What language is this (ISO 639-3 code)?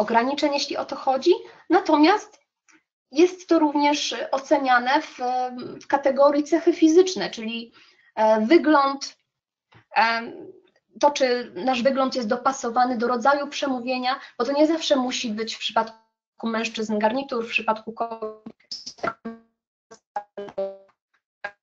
pol